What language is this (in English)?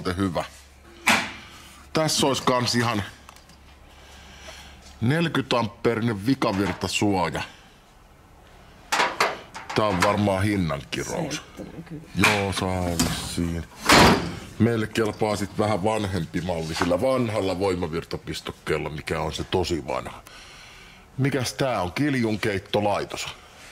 Finnish